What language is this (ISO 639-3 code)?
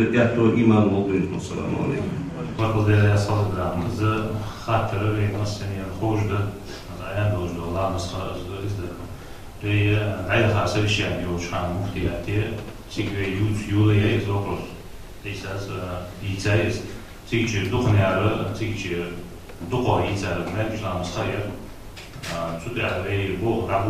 inh